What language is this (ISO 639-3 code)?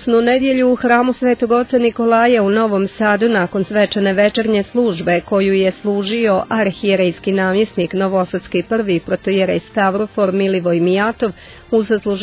srp